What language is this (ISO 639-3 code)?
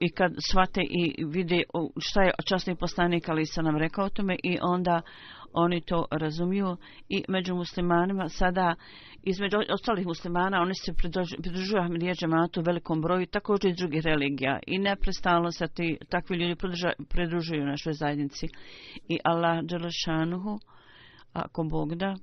bos